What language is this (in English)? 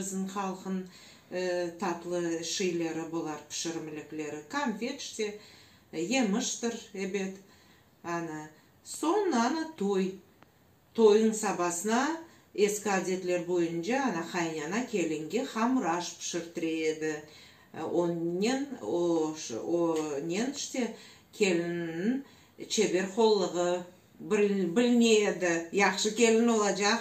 Crimean Tatar